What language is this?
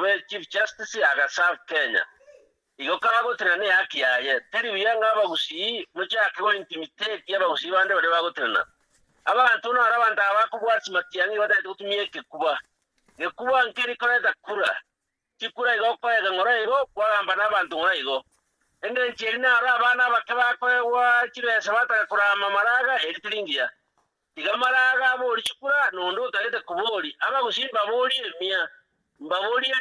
Gusii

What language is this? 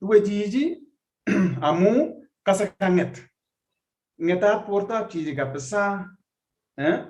Kalenjin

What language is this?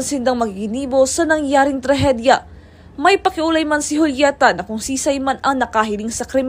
Bikol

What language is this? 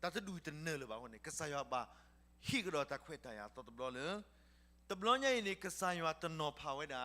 S'gaw Karen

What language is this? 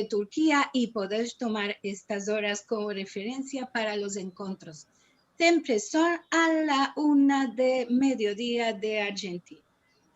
Ladino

